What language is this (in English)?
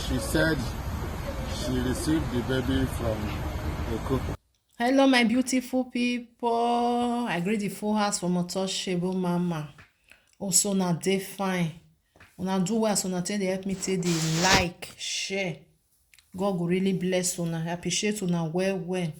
Nigerian Pidgin